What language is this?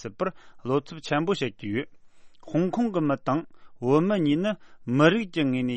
Tibetan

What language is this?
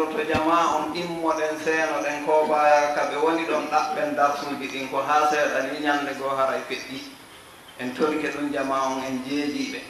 Fula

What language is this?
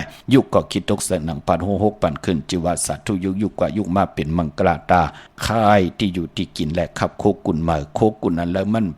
Shan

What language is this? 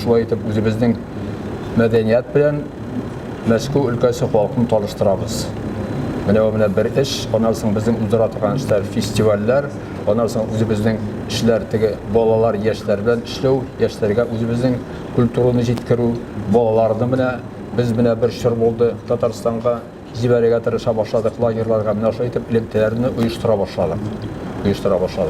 Tatar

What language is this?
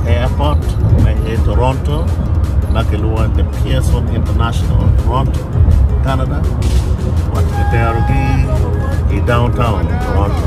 Acoli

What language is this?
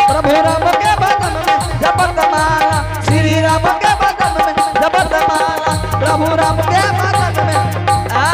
Angika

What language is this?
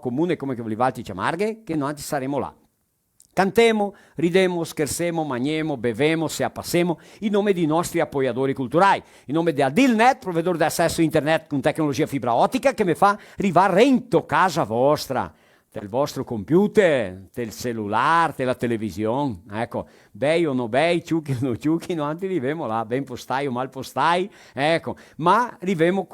Venetian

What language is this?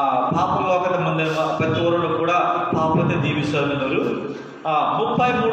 Koya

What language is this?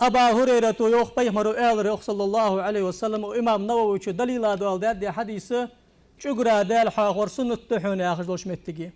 Ingush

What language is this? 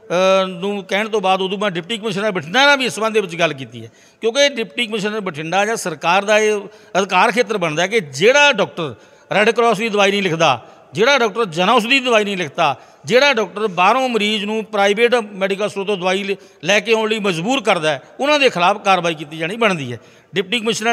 Punjabi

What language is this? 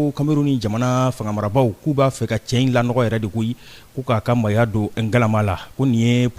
Bambara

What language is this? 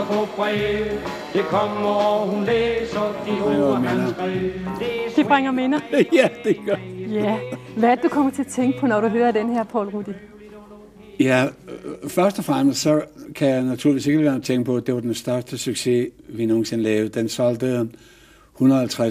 Danish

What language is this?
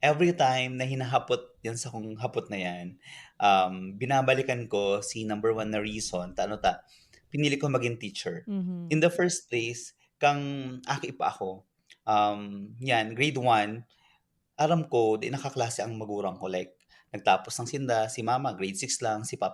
Bikol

